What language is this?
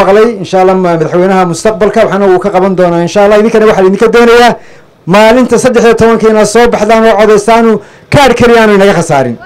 Somali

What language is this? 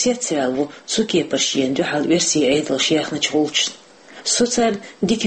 Chechen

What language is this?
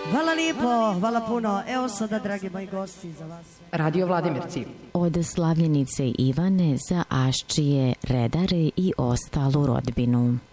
Serbian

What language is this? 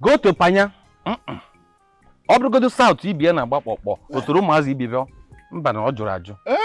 Nigerian Pidgin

